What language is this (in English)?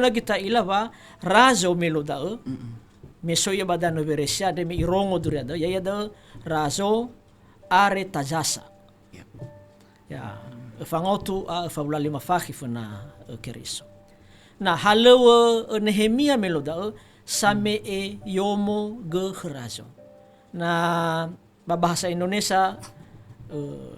Nias